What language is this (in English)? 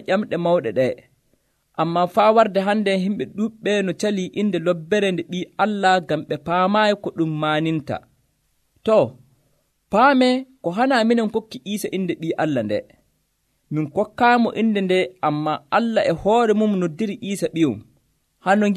Nigerian Fulfulde